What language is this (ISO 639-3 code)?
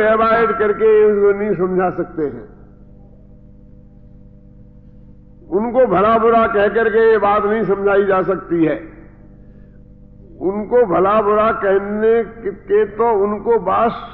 hin